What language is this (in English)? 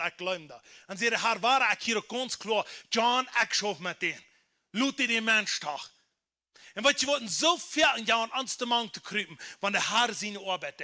Plautdietsch